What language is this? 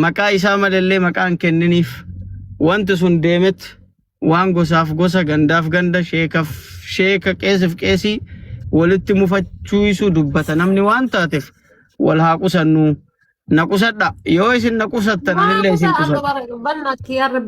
Oromo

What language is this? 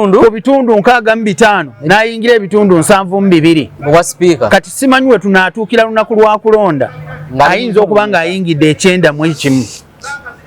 Ganda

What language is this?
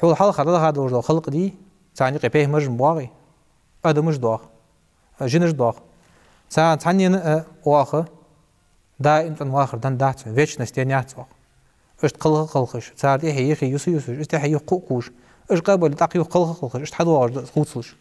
Ingush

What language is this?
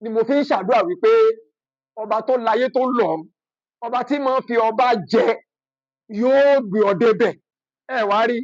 Yoruba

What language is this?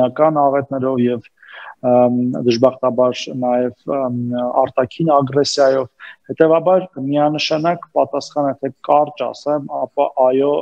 Armenian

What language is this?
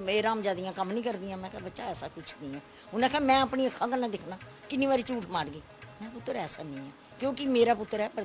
Dogri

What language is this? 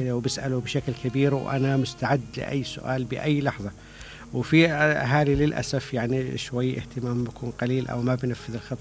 Mesopotamian Arabic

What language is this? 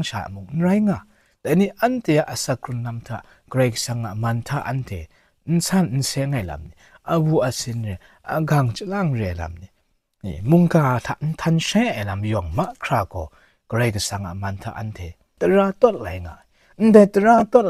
Kachin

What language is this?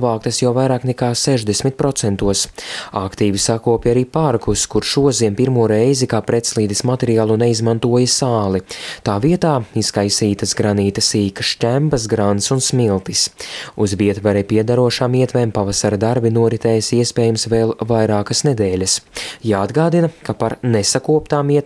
Latvian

